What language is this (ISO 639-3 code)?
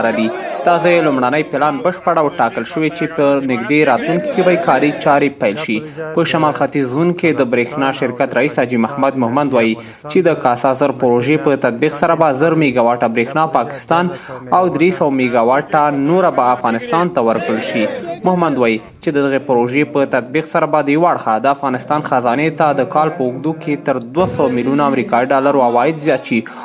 pus